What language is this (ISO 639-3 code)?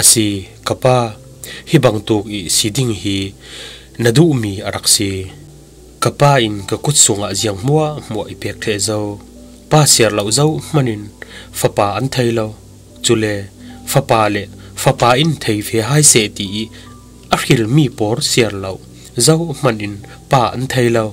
cfm